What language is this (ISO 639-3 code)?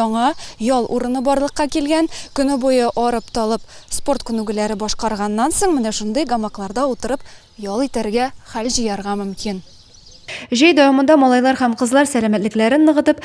tat